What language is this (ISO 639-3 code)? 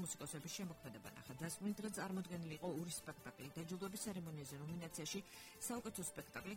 kat